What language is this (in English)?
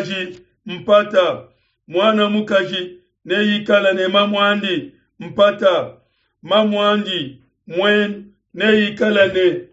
Luba-Lulua